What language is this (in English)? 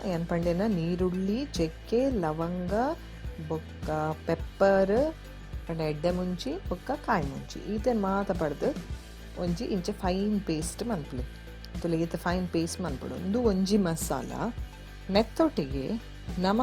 Tulu